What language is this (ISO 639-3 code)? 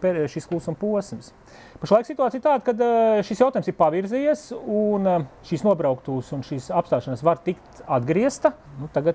lav